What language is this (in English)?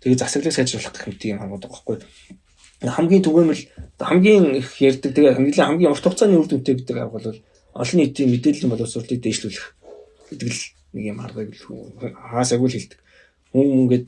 Mongolian